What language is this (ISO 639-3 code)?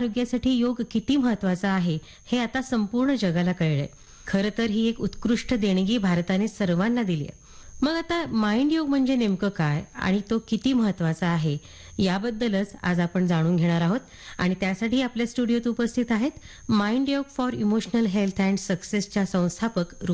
mar